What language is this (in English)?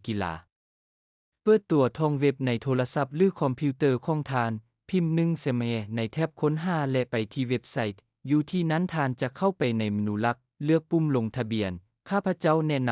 Lao